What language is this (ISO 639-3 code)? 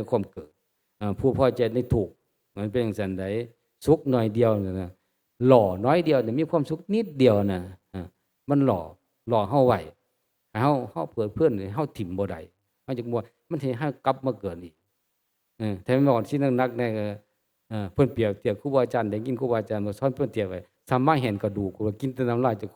tts